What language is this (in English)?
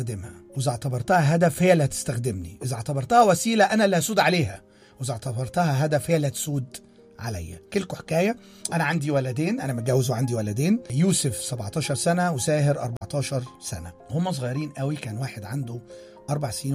Egyptian Arabic